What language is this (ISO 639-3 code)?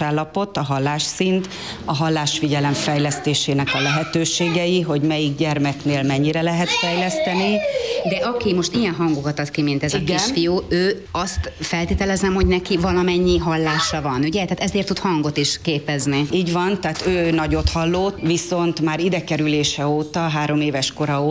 hun